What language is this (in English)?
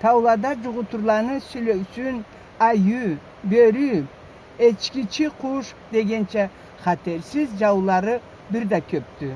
Karachay-Balkar